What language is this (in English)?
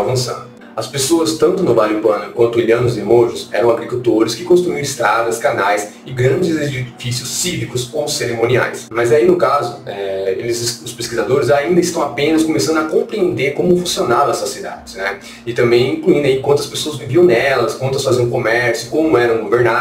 Portuguese